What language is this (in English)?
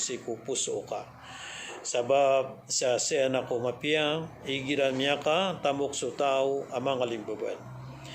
Maranao